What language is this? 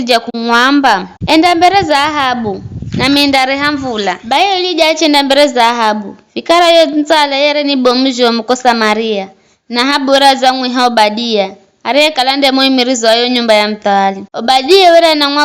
Giryama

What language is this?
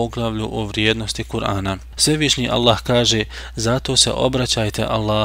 Bosnian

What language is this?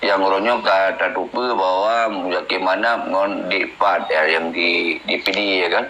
Achinese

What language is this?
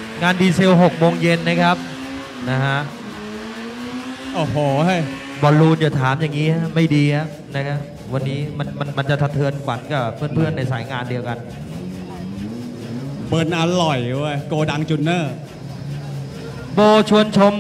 Thai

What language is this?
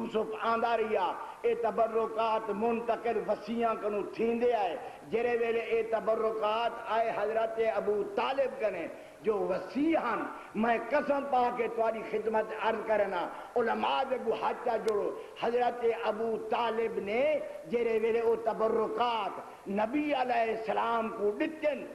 Saraiki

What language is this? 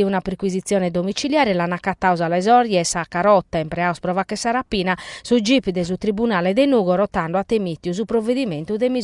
Sardinian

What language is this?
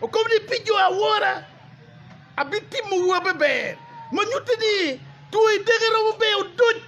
Acoli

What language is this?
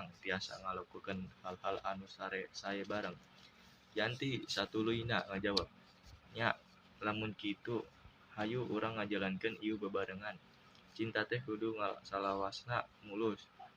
Sundanese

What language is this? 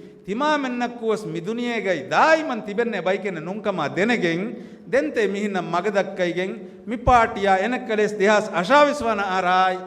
Divehi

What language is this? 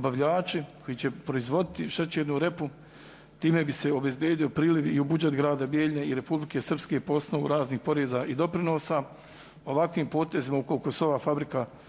Serbian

